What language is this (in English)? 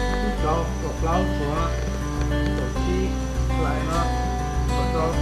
Hmong